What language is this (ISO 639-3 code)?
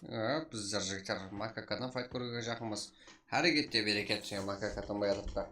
kaa